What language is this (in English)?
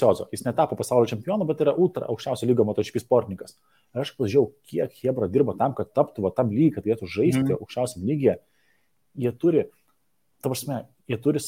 Lithuanian